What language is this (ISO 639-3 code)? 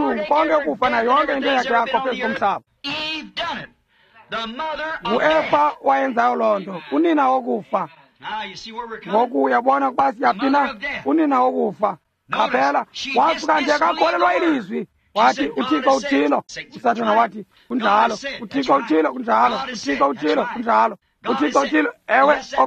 xho